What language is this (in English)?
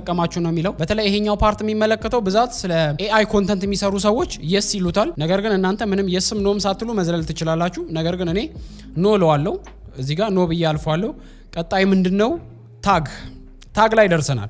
Amharic